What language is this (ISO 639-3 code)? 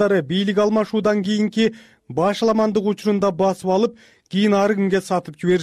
kir